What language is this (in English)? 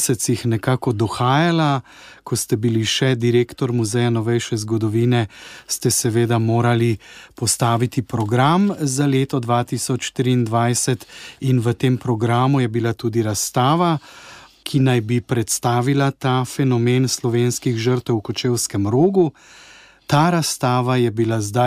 Slovenian